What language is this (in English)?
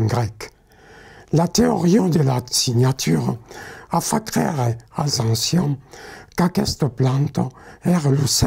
Occitan